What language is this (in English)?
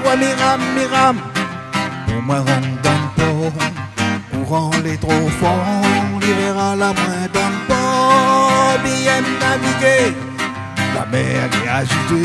Réunion Creole French